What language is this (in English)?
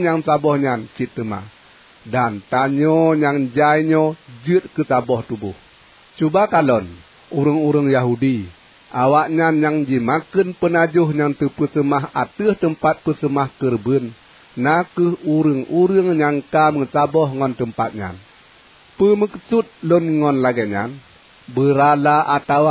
Achinese